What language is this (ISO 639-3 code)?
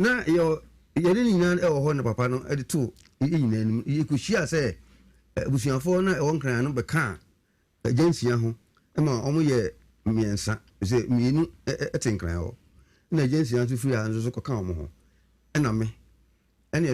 aka